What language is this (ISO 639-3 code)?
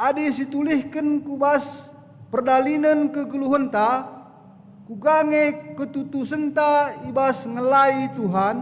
btx